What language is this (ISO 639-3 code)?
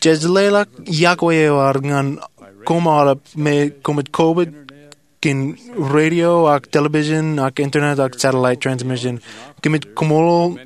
mah